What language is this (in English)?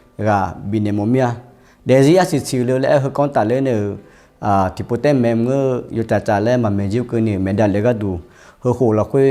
Akha